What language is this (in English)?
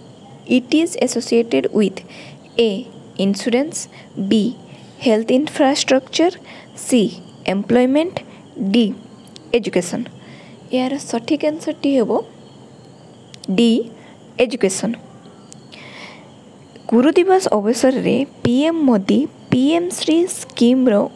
Odia